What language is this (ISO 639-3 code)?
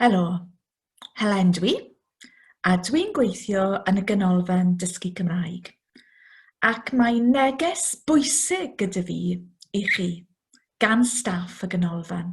cym